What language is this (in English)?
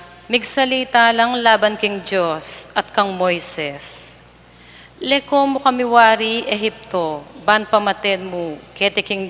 Pampanga